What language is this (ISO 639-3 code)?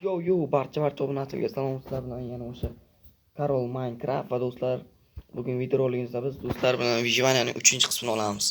uzb